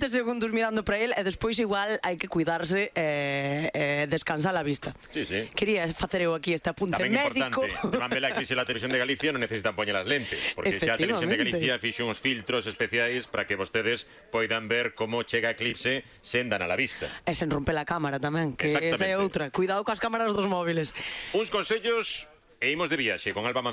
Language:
Galician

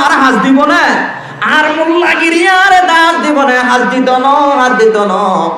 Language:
Rohingya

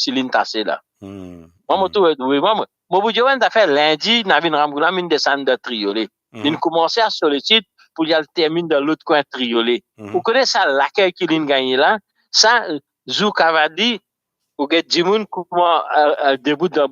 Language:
Morisyen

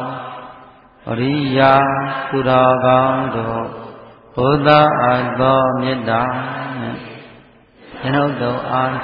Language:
Burmese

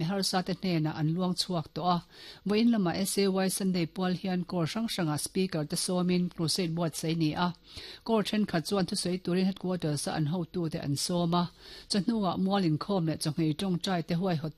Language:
Mizo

